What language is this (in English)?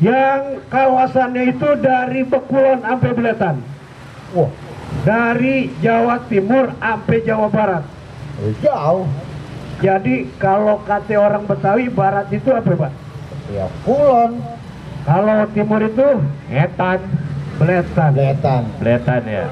Betawi